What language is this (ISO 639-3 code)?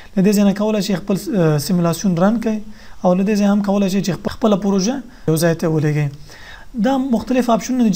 pus